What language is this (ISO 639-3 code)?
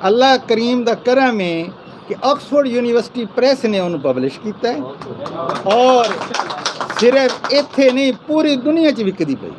skr